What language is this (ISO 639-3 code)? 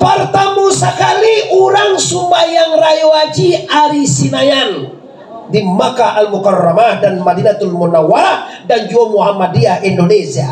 min